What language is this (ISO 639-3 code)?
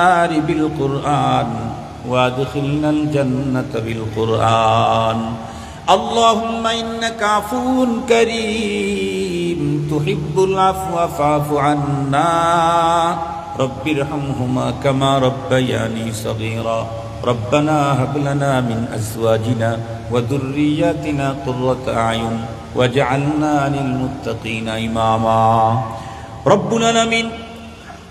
ben